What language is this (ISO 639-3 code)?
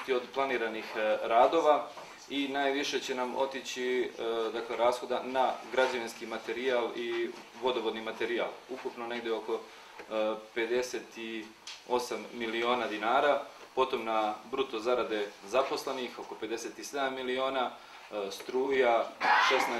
srp